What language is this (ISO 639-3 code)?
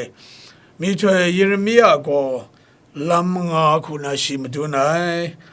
kac